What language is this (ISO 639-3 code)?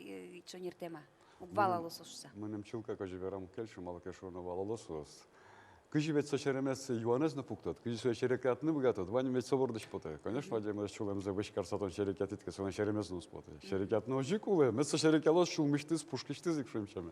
udm